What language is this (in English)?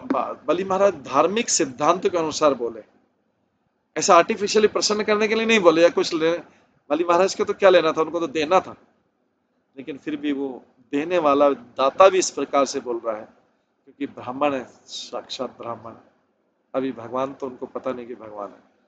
Hindi